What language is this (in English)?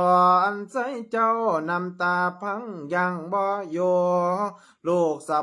Lao